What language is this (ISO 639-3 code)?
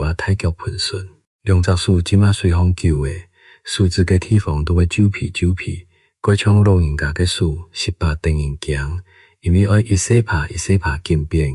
hak